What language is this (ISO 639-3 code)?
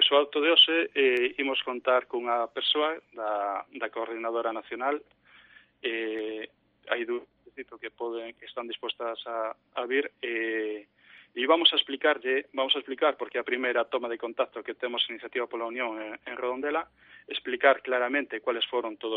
glg